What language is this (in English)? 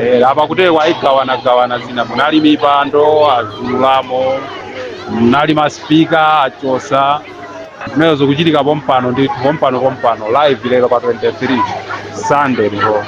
Nyanja